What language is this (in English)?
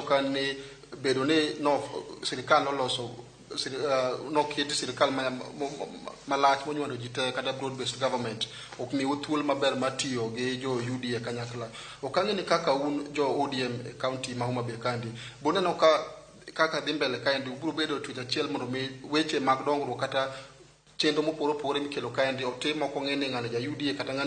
Luo (Kenya and Tanzania)